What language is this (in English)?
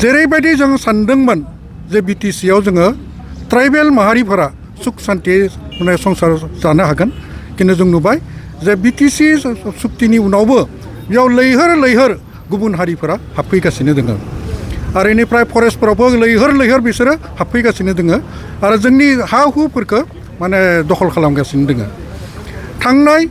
Bodo